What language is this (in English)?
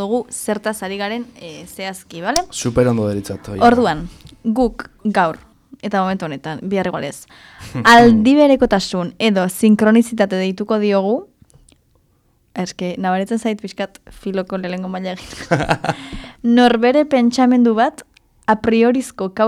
Basque